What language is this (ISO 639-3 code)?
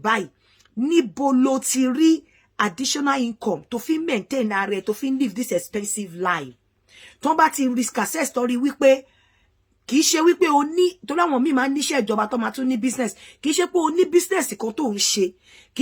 yor